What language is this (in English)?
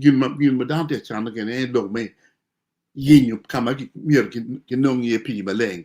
Acoli